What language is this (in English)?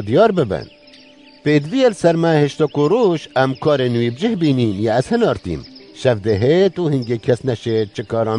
Kurdish